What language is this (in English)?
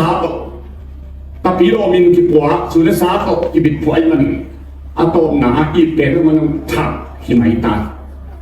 Tedim Chin